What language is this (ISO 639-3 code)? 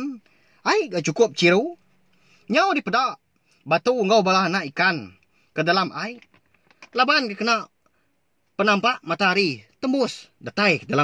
iba